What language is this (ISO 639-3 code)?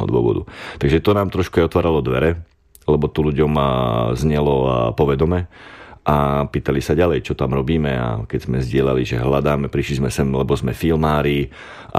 slk